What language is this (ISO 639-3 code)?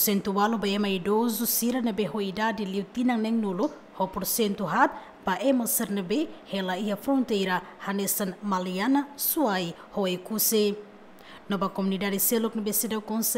tet